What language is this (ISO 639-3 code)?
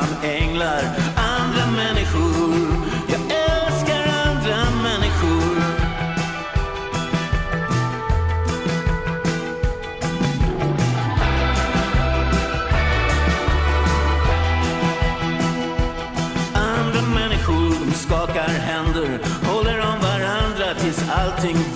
swe